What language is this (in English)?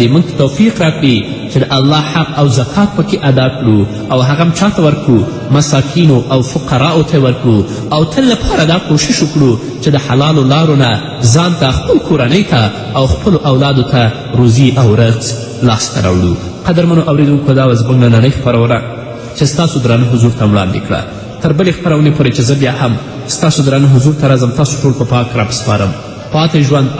Pashto